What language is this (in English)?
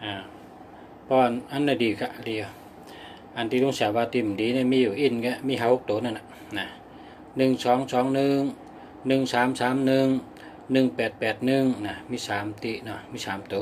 Shan